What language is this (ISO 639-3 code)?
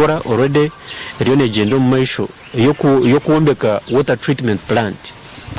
nyn